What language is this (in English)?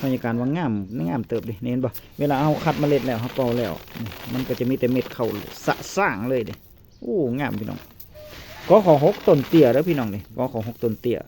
Northeastern Thai